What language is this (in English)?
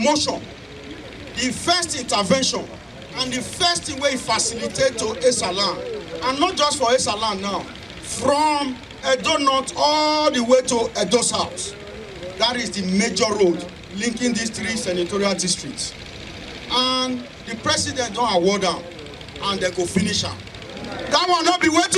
Nigerian Pidgin